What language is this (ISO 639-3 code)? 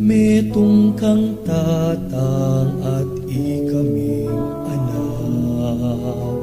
pam